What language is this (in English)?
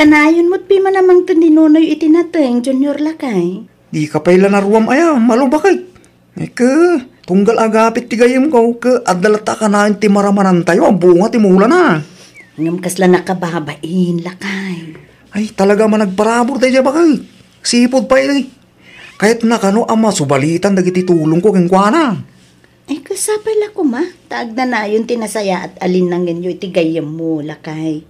Iloko